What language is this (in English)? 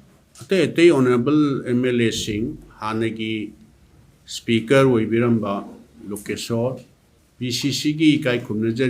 Manipuri